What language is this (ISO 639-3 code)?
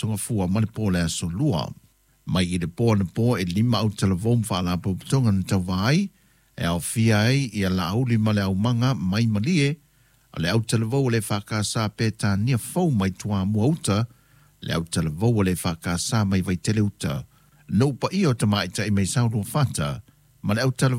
smo